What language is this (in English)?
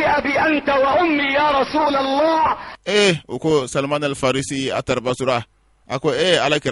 Bambara